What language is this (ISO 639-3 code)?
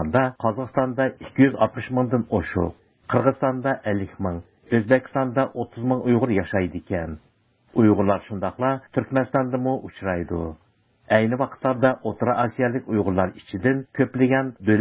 uig